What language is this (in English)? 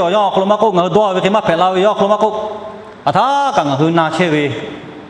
Lahu